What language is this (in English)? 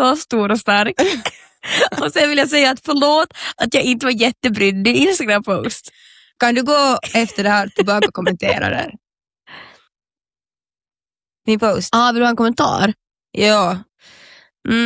Swedish